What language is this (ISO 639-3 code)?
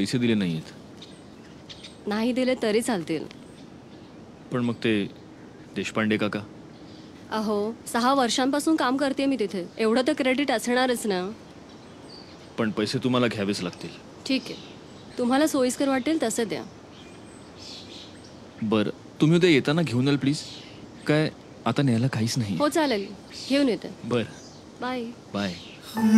mar